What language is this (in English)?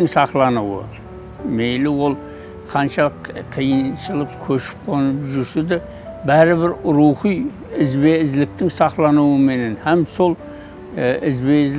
Kara-Kalpak